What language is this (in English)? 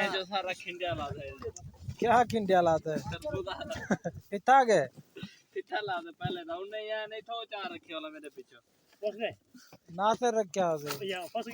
Saraiki